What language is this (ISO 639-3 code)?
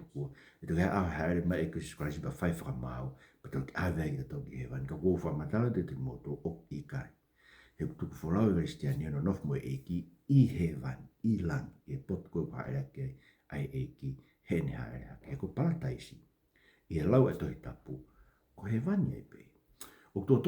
ton